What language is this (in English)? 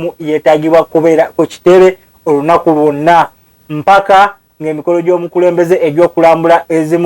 Ganda